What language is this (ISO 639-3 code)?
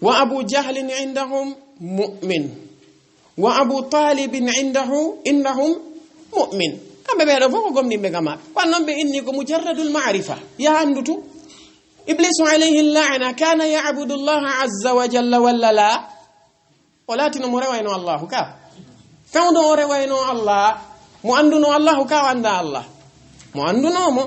ful